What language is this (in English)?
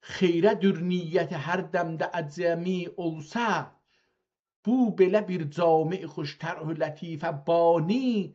South Azerbaijani